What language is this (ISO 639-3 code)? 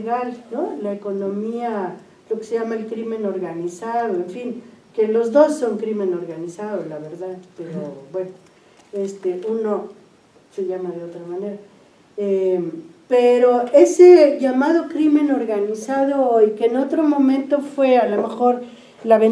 spa